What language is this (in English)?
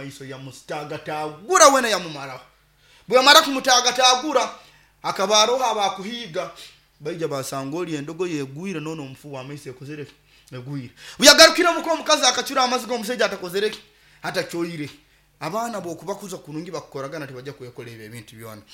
Nyoro